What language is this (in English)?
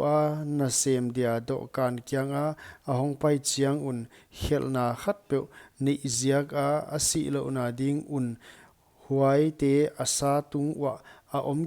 Paite Chin